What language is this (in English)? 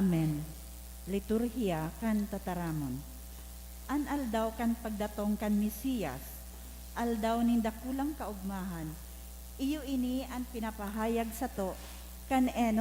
Bikol